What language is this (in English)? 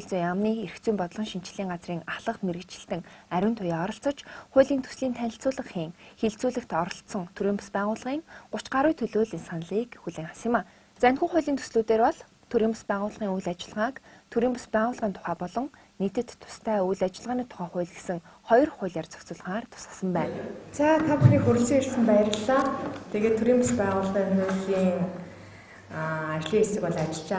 Mongolian